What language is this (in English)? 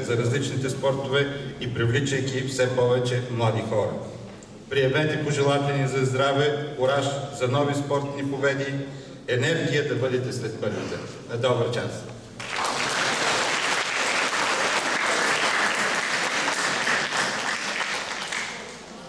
Bulgarian